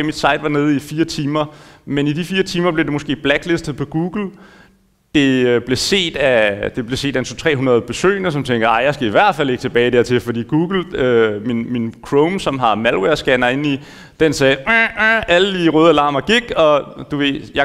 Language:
Danish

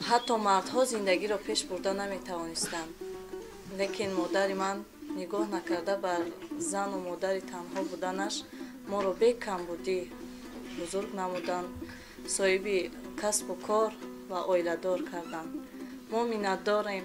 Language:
Tajik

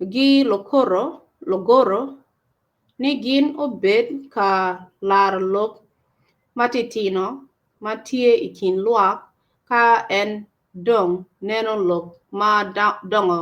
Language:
Acoli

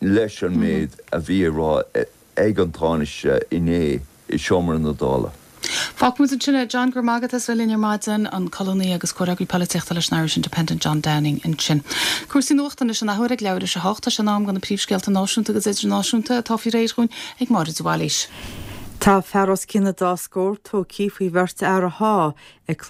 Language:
Irish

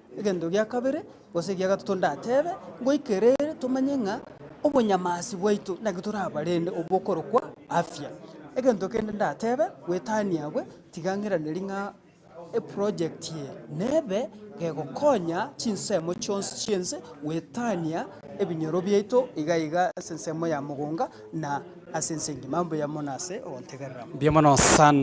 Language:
Gusii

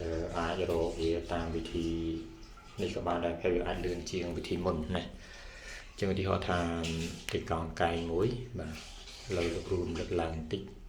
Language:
Khmer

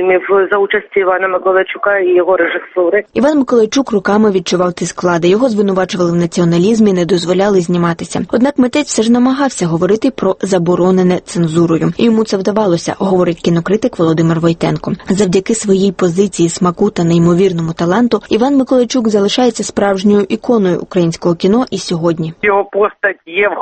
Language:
Ukrainian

